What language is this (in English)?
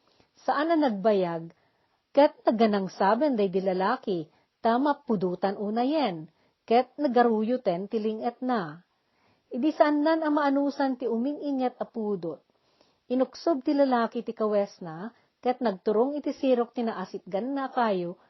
Iloko